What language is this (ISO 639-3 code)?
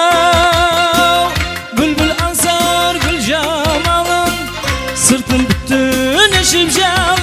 kaa